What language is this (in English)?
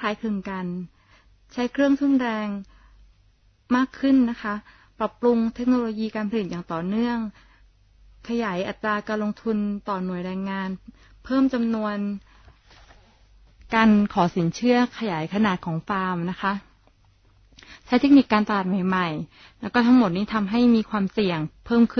Thai